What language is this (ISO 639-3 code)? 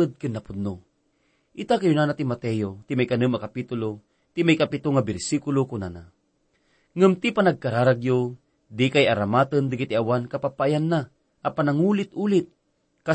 ilo